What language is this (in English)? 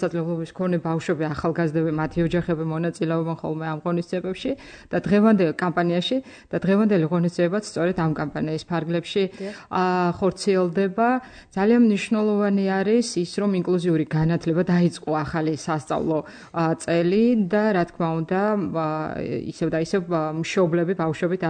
Georgian